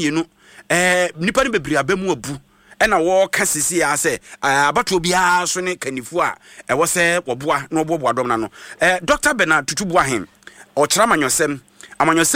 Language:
Akan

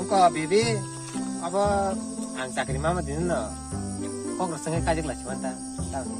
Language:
Kok Borok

